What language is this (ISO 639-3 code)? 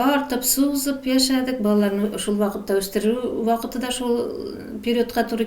tat